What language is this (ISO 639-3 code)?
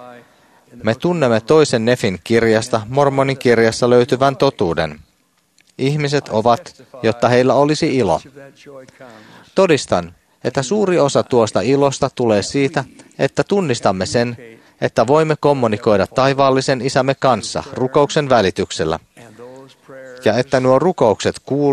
fin